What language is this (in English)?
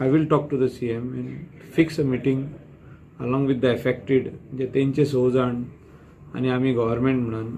Konkani